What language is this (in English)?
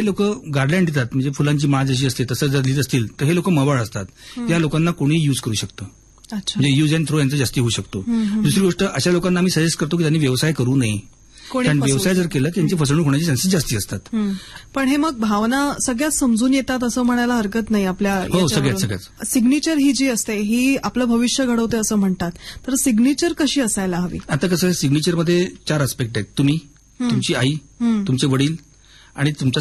Marathi